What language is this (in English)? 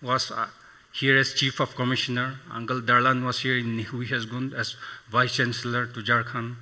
Tangkhul Naga (India)